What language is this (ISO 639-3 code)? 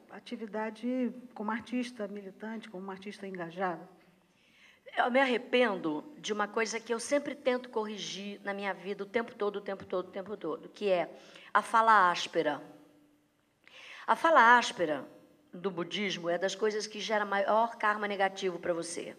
por